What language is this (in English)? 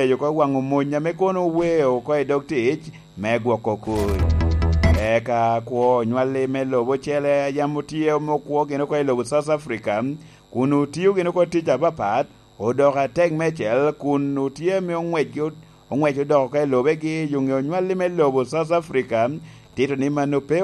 Lango (Uganda)